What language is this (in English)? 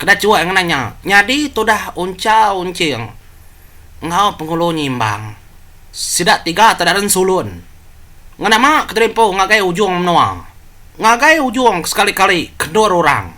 Iban